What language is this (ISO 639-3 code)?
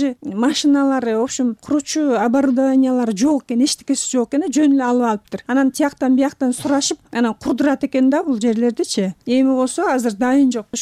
kir